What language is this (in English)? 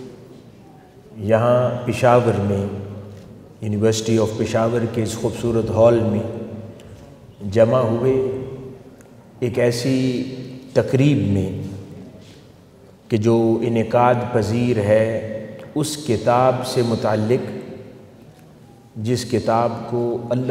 Urdu